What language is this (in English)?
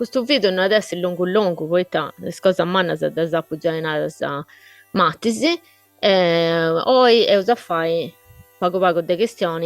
Sardinian